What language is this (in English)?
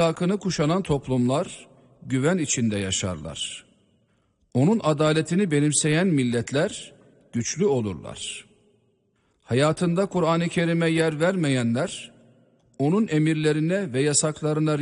Turkish